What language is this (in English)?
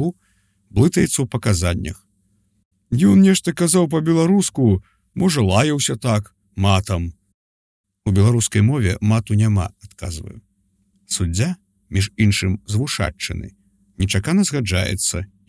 Belarusian